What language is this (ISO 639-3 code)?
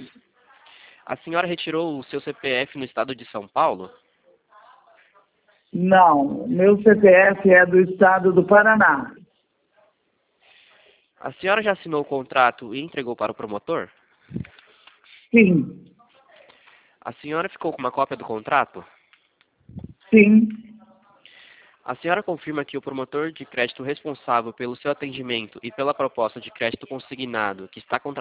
por